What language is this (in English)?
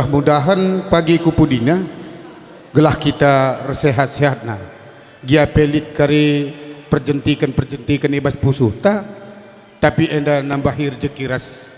Batak Karo